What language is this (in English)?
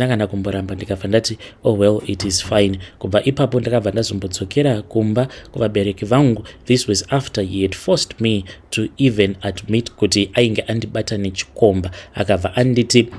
Shona